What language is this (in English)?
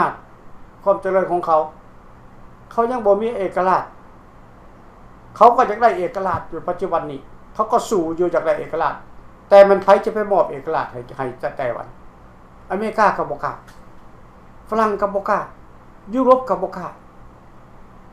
Lao